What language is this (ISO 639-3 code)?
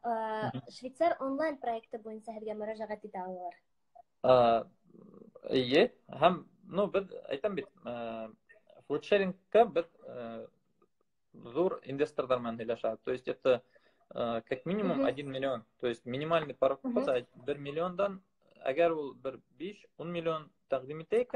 bak